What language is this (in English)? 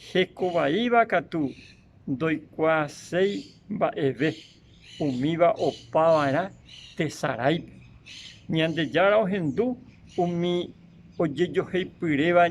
Guarani